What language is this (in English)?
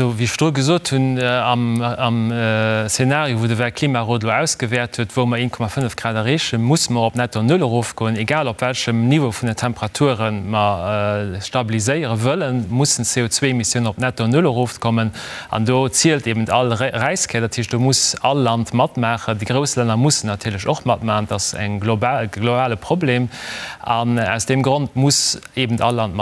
Luxembourgish